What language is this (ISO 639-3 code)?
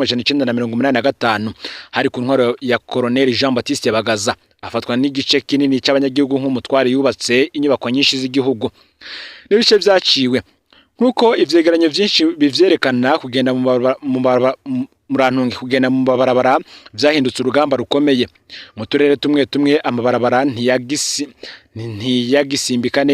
run